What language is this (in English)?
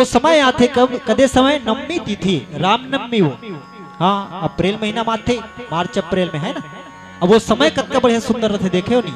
Chhattisgarhi